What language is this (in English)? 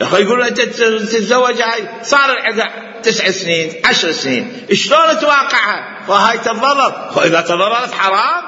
Mesopotamian Arabic